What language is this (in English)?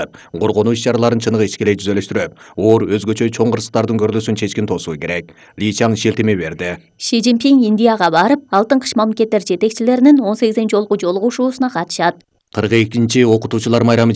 Kyrgyz